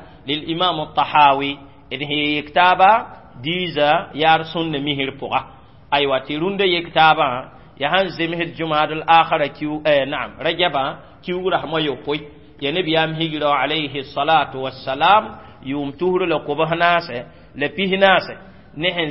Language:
Mossi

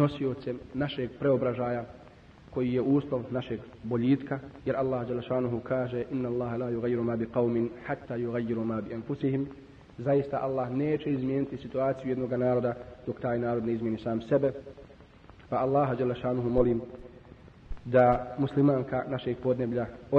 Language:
Bosnian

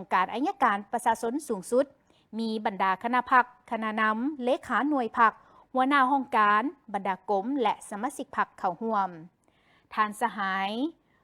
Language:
Lao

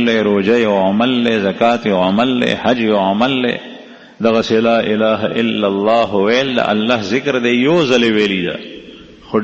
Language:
Pashto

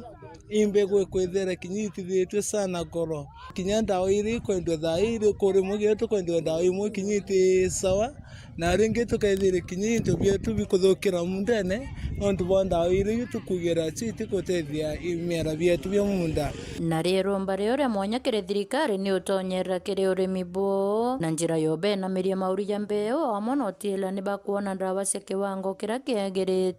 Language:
Meru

